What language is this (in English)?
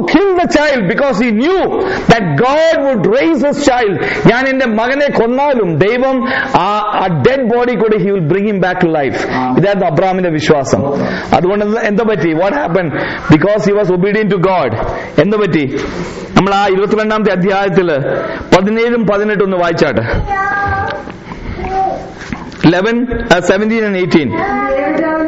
Malayalam